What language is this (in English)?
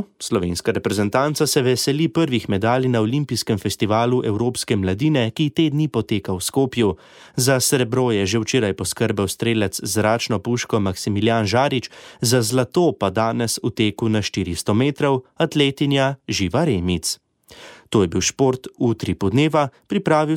Slovenian